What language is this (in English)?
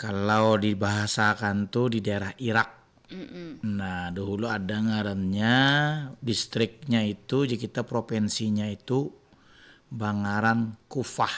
Banjar